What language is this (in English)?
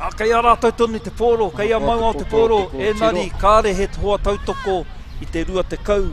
Māori